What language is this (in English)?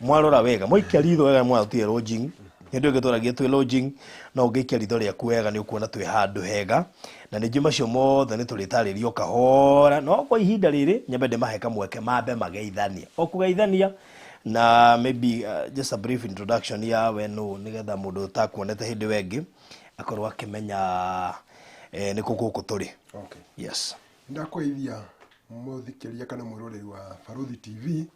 Kikuyu